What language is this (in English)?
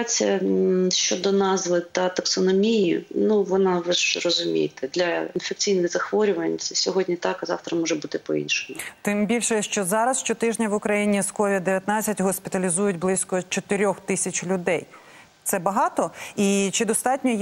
Ukrainian